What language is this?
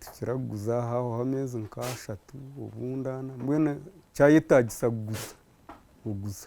Nyankole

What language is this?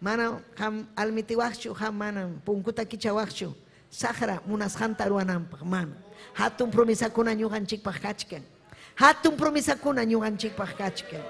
Ayacucho Quechua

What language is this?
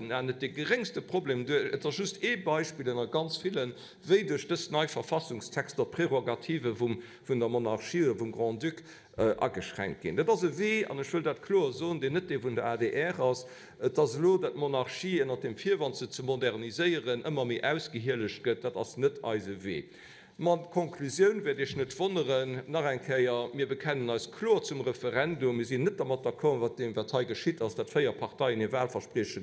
Luxembourgish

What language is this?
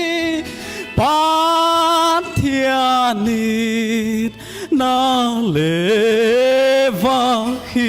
Paite Chin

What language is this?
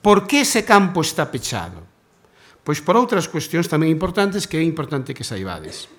Galician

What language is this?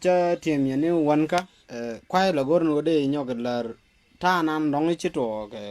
Nuer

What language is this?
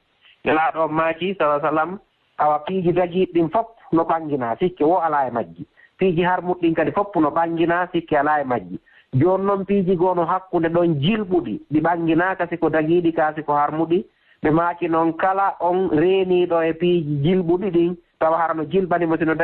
Fula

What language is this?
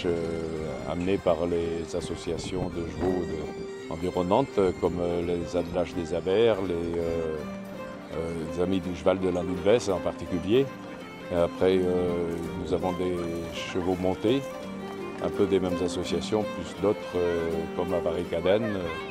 French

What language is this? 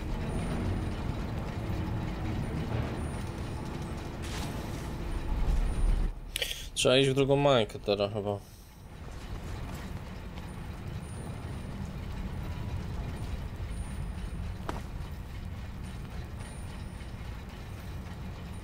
Polish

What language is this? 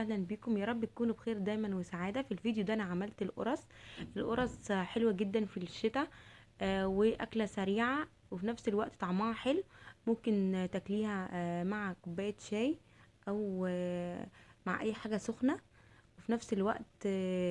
Egyptian Arabic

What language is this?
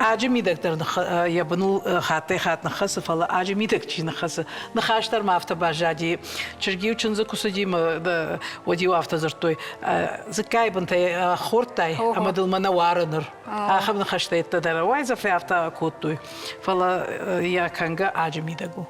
Ossetic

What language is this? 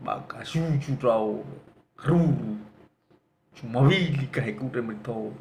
Nias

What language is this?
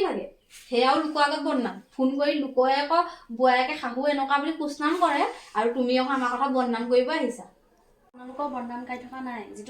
Assamese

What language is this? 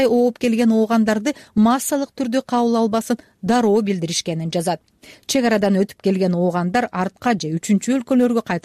Kyrgyz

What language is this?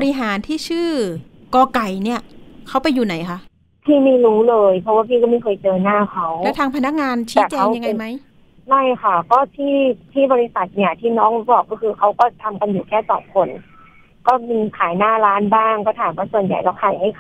Thai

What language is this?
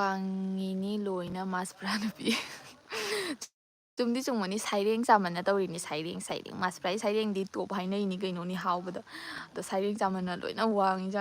Manipuri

